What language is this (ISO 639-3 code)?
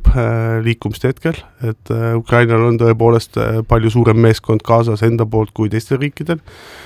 est